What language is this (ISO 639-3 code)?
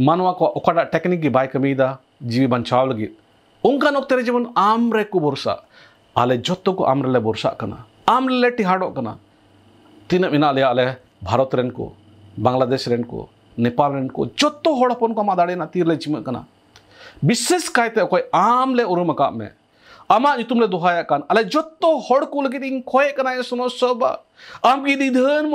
sat